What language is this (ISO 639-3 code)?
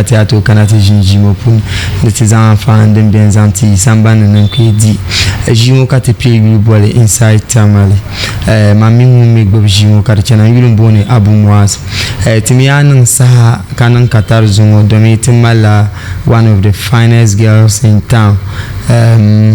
dag